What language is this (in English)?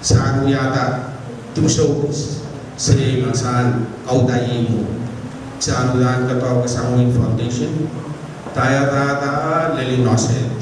Pohnpeian